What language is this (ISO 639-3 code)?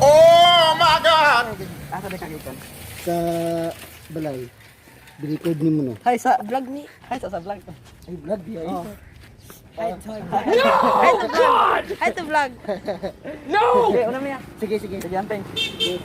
ceb